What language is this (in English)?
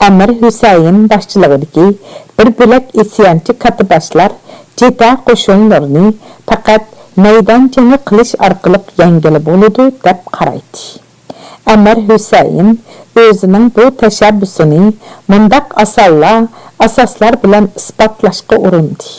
Uyghur